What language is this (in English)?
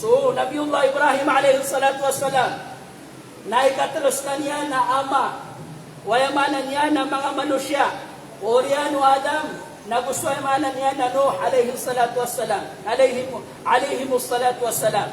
Maranao